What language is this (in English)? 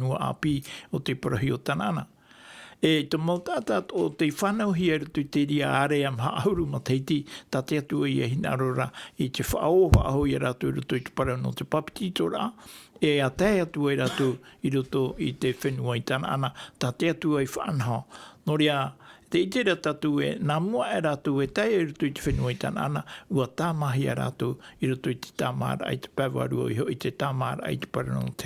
Tahitian